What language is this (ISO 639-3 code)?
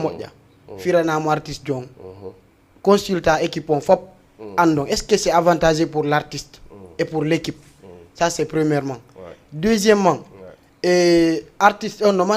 ful